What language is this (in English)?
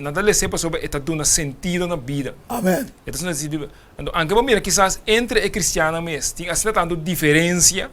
Papiamento